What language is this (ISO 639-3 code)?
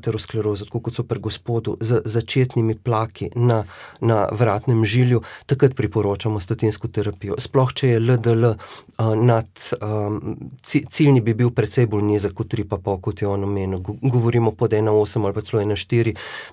slv